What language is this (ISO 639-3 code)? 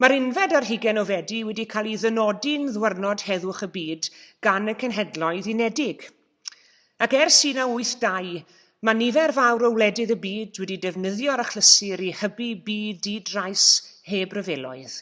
cym